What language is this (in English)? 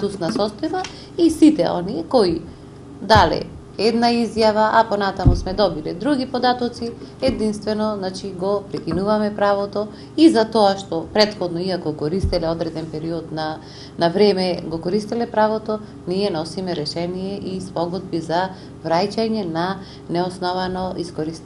Macedonian